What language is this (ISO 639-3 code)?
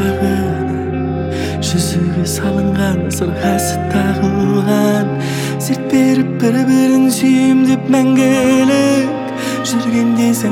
kaz